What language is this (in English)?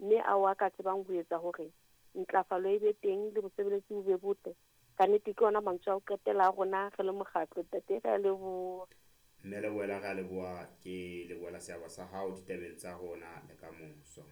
Southern Sotho